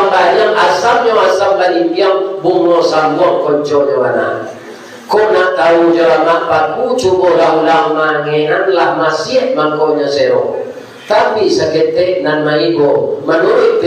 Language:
Minangkabau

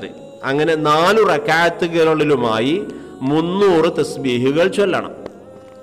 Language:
Malayalam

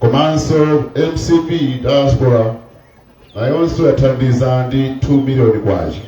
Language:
Nyanja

